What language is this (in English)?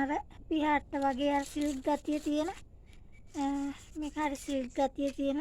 Sinhala